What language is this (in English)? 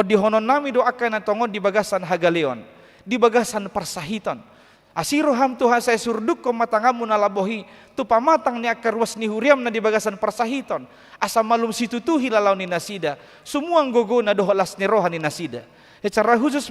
Batak Toba